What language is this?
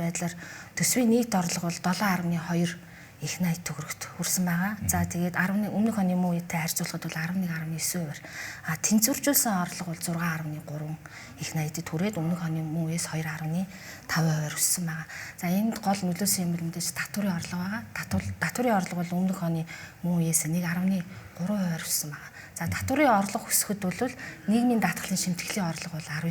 Mongolian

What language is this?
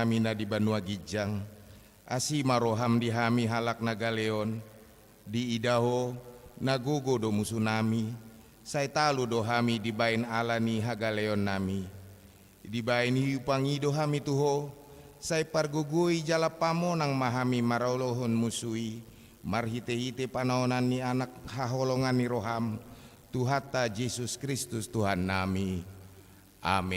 Batak Toba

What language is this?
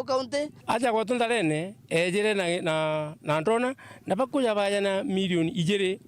Meru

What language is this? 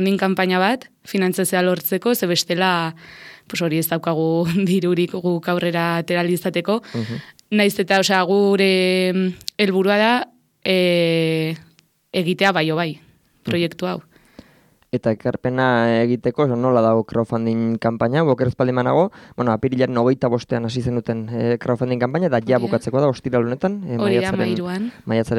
Basque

